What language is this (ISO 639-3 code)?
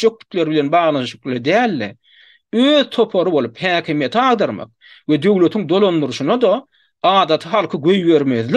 tuk